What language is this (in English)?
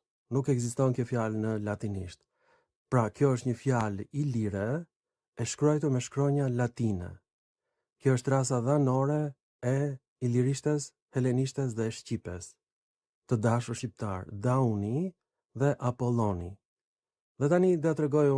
Albanian